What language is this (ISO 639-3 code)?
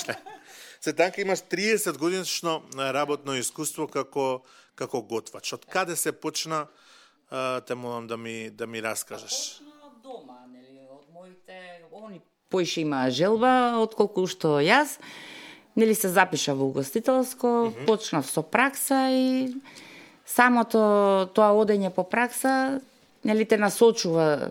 mkd